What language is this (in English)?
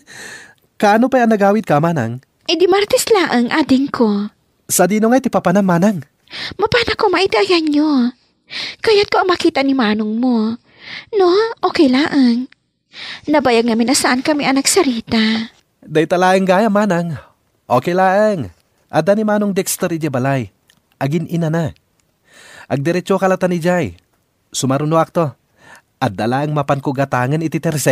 Iloko